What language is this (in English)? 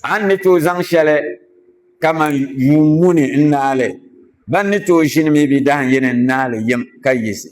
Dagbani